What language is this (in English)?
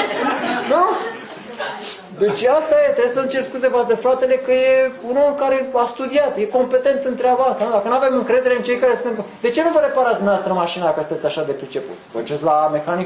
Romanian